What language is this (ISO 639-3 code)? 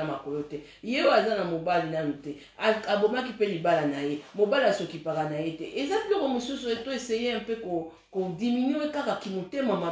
lin